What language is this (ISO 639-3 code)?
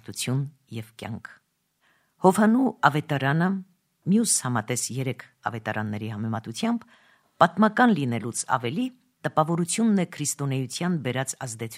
hye